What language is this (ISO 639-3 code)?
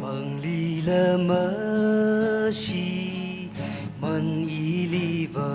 nmf